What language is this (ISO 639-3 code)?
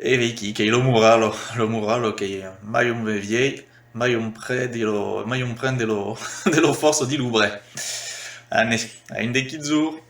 oci